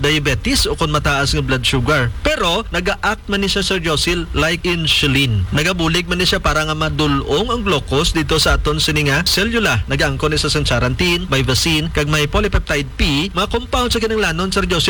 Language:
Hiligaynon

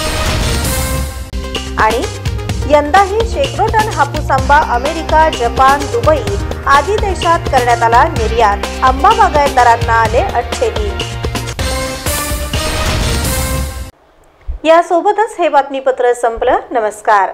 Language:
Marathi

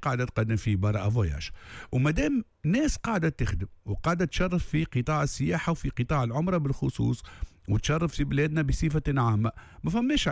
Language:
Tunisian Arabic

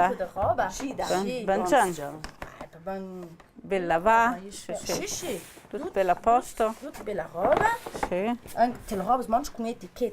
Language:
Ladin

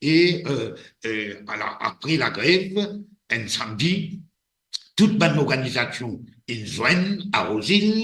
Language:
Morisyen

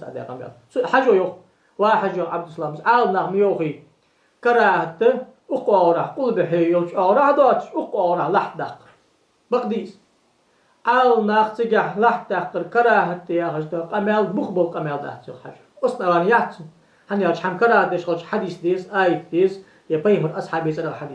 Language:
Ingush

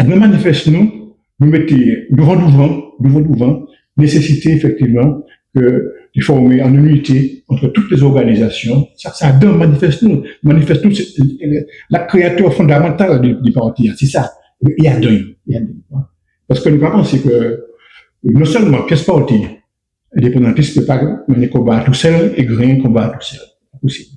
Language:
Guadeloupean Creole French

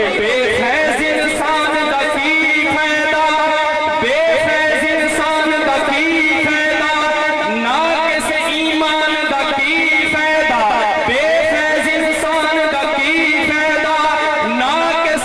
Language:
Saraiki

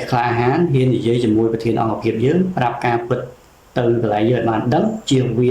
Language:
Khmer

